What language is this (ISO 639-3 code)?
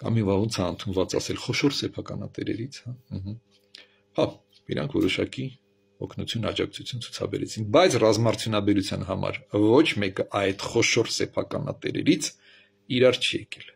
hye